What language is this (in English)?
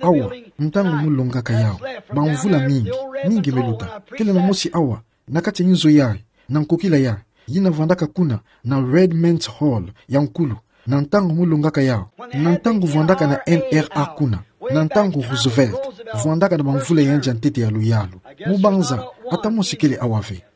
Kituba (Democratic Republic of Congo)